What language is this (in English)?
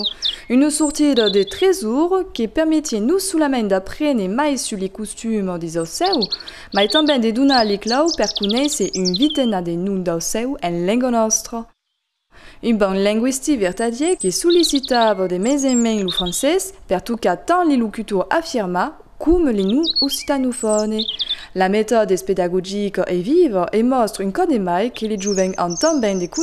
Occitan